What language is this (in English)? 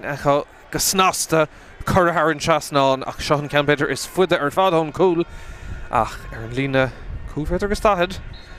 Irish